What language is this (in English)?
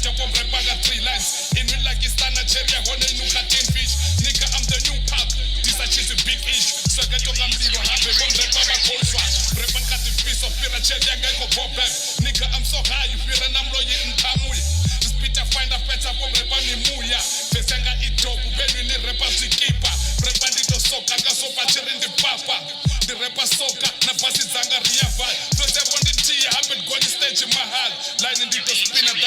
Venda